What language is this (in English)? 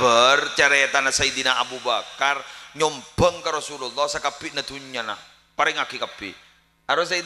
Madurese